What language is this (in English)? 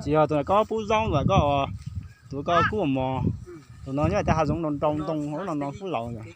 Hmong